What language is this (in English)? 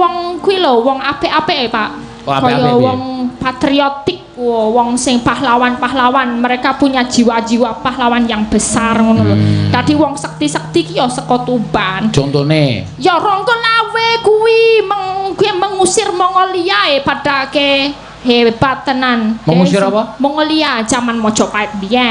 Javanese